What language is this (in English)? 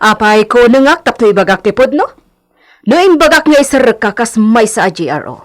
Iloko